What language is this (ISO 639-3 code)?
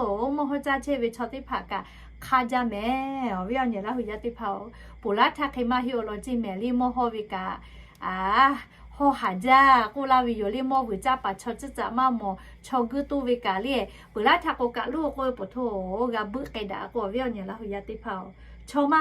lhu